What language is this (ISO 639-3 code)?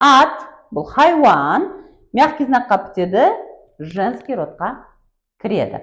kaa